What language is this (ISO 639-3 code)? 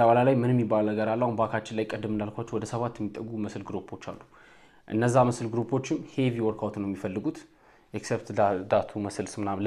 amh